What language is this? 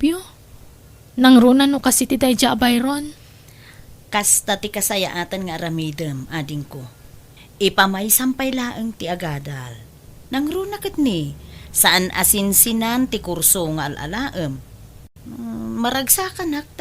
Iloko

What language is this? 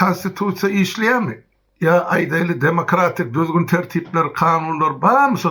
Turkmen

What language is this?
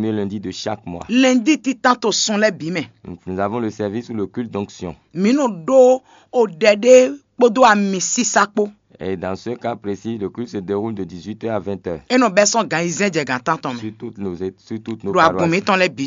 Fon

